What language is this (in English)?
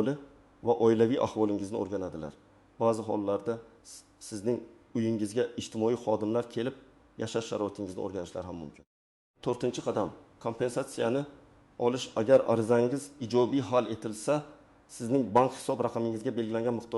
Uzbek